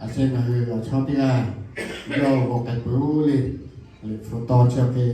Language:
Lahu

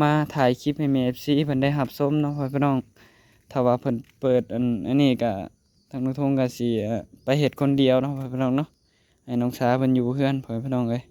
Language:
Northeastern Thai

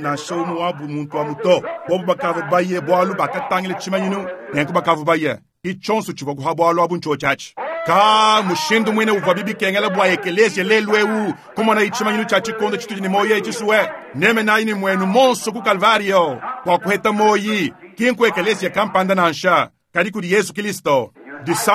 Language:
Luba-Lulua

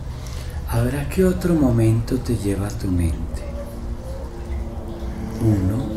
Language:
Spanish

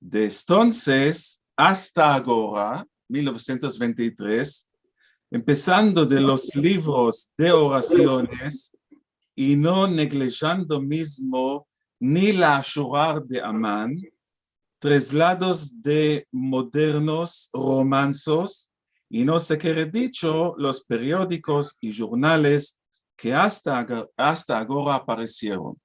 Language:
Ladino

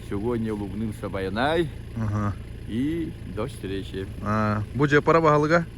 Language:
Yakut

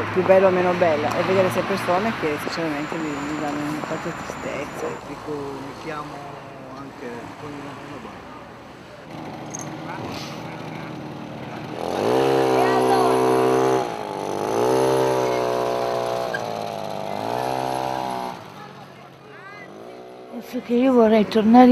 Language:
Italian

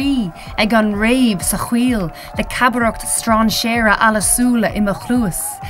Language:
Irish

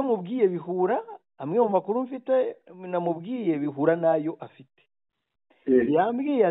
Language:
Kinyarwanda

